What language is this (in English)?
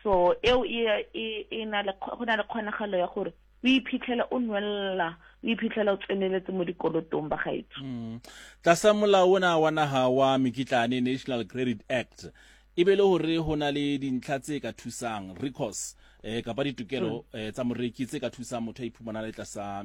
Southern Sotho